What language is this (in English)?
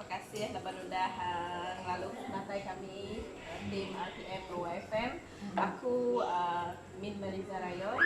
Iban